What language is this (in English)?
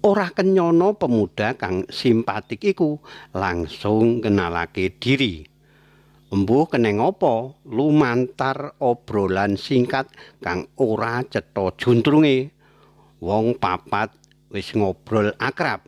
Javanese